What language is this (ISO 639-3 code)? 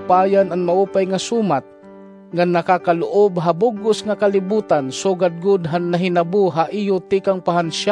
war